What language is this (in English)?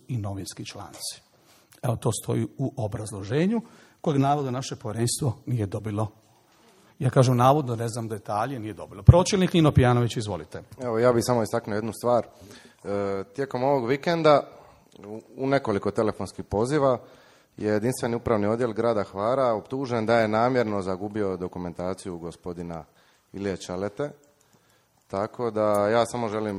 Croatian